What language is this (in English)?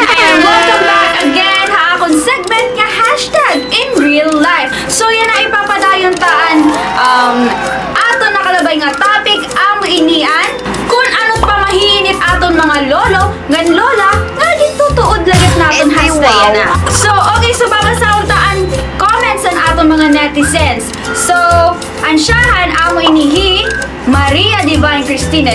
Waray